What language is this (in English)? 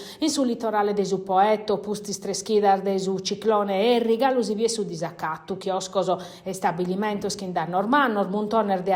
Sardinian